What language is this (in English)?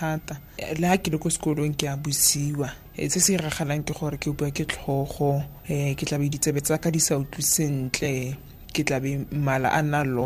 Tswana